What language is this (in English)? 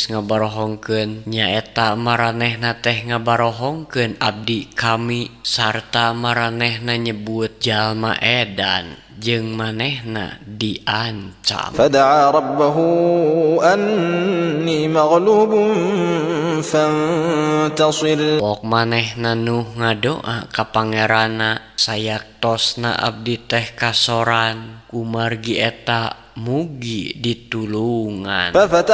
Sundanese